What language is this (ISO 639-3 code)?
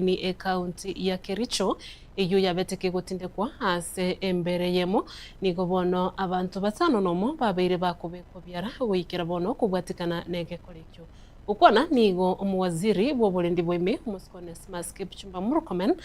guz